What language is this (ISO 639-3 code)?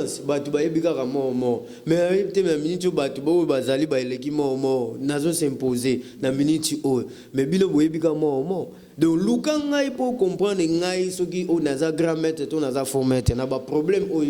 lin